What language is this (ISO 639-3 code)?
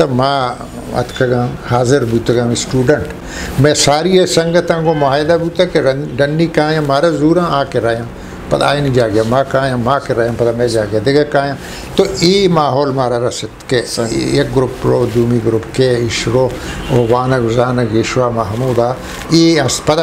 bgp